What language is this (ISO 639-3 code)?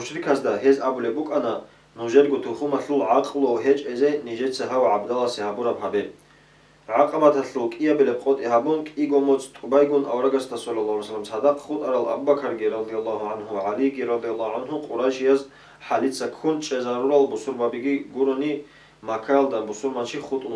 ava